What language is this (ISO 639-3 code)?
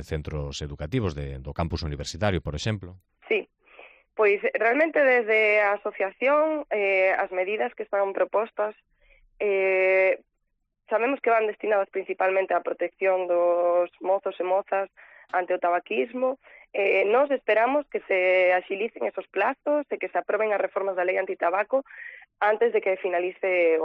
glg